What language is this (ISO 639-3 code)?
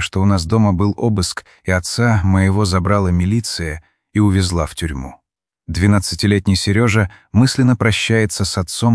rus